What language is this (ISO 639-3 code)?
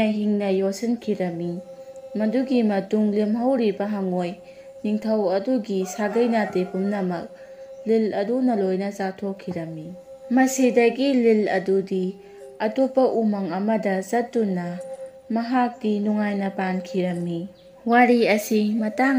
mni